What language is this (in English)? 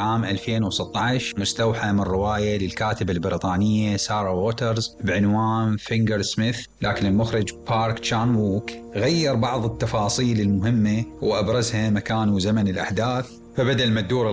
Mesopotamian Arabic